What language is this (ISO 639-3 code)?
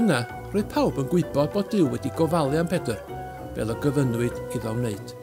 cym